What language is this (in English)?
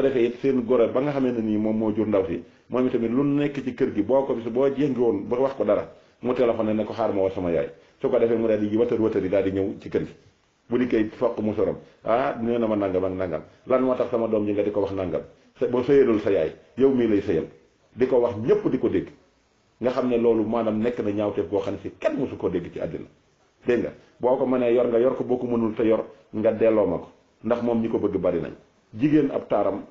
Wolof